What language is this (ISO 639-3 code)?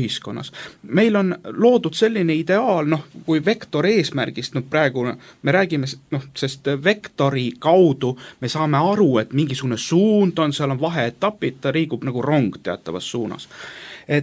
est